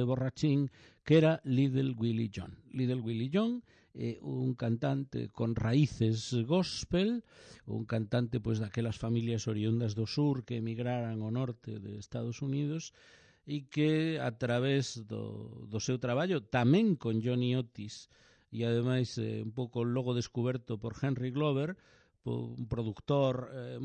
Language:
Galician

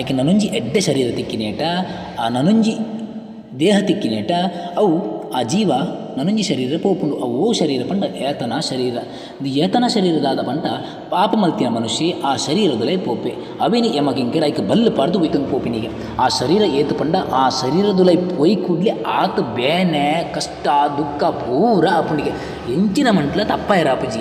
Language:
Tulu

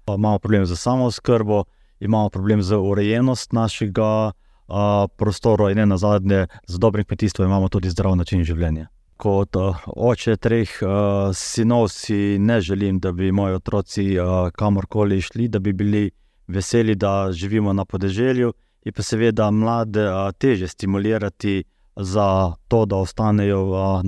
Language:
Slovenian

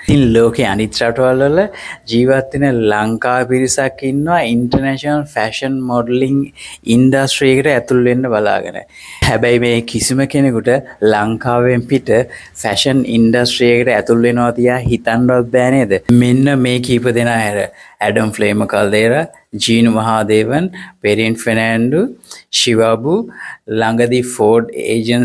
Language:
Sinhala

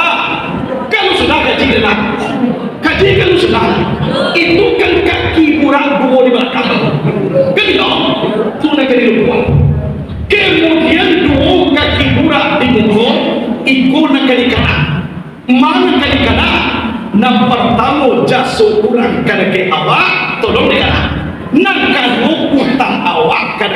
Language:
Minangkabau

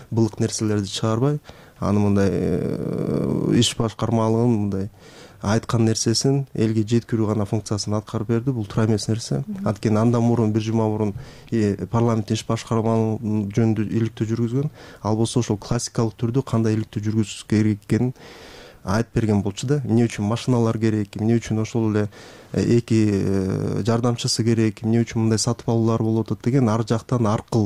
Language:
Kyrgyz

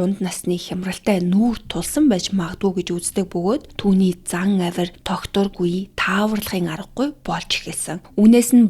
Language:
Mongolian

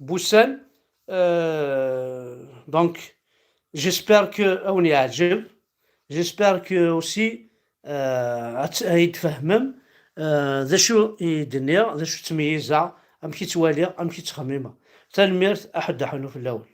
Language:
Kabyle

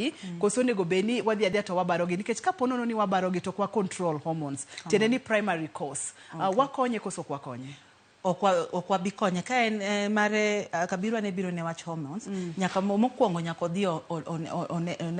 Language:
Luo (Kenya and Tanzania)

